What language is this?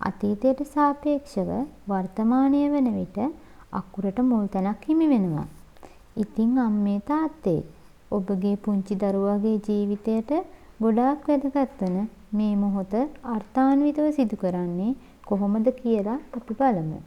Sinhala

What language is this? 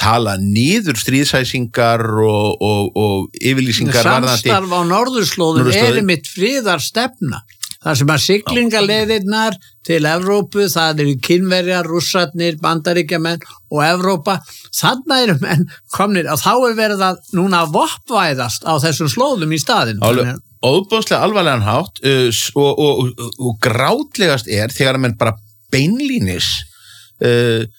Icelandic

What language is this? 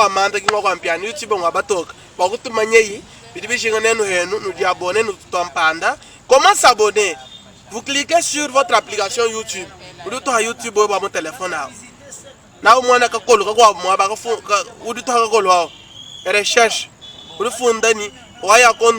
Luba-Lulua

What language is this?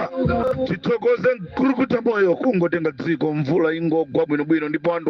Nyanja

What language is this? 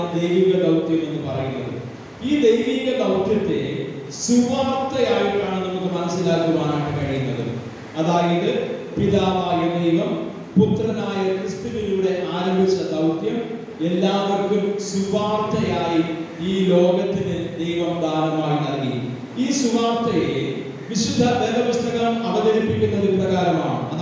Malayalam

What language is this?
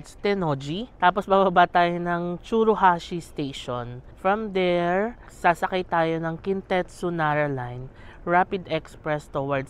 Filipino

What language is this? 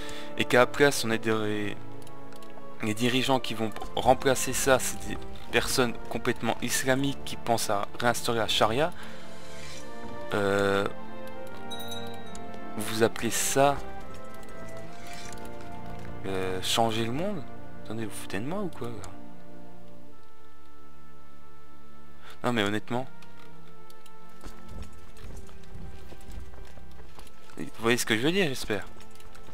French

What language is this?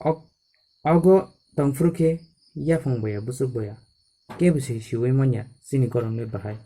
Kok Borok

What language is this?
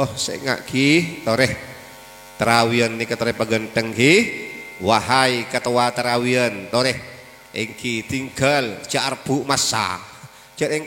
Madurese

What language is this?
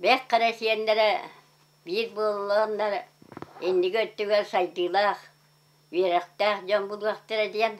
Yakut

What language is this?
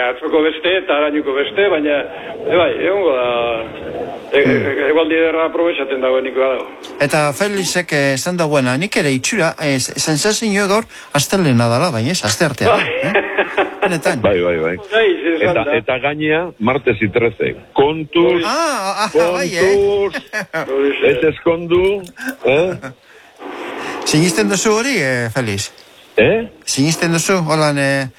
Basque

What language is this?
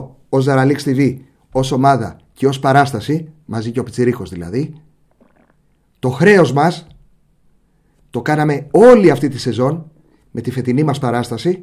Greek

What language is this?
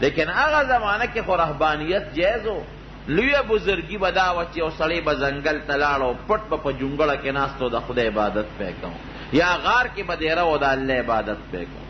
Pashto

